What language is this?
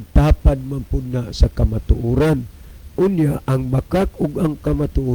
Cebuano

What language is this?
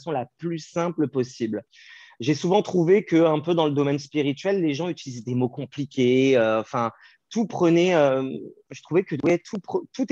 French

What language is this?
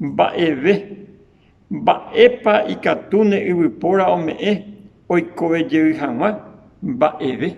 Guarani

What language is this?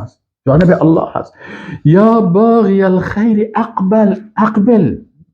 Persian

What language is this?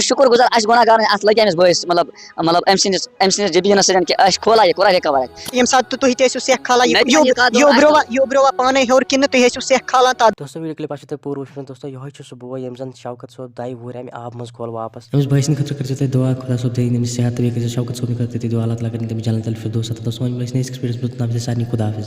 Kashmiri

